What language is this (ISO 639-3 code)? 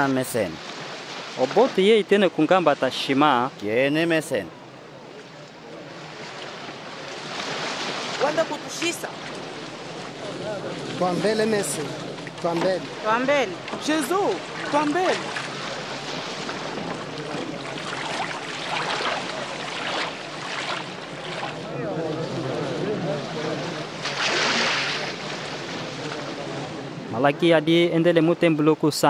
kmb